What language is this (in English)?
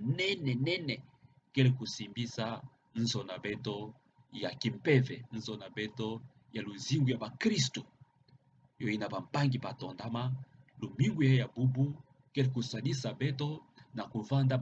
Kituba (Democratic Republic of Congo)